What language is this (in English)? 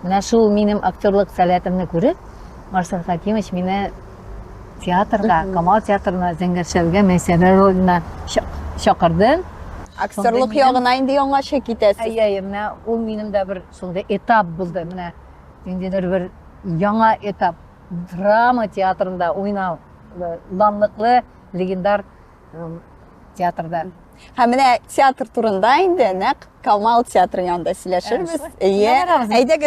Tatar